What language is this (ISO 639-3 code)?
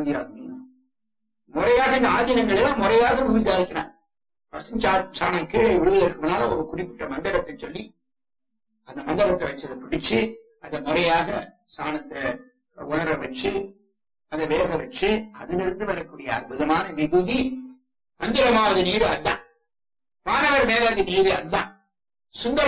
tam